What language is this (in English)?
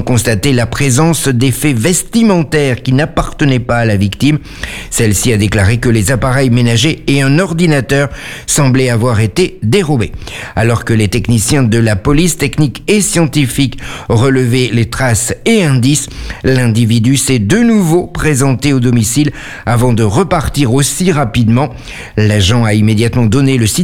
French